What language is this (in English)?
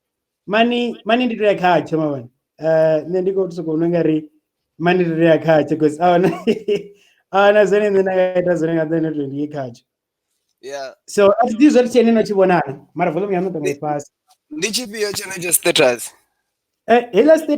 Venda